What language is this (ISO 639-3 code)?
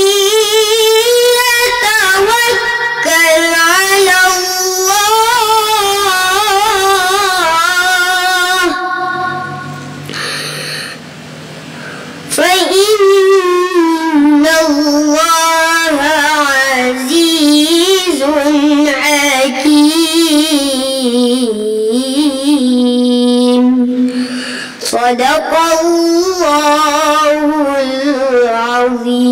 msa